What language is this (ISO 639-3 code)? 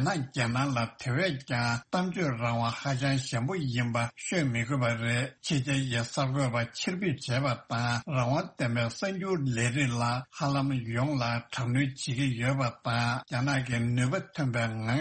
bod